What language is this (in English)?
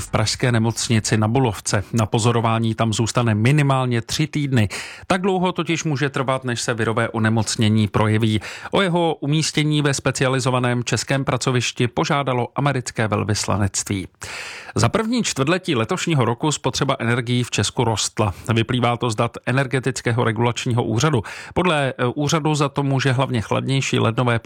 Czech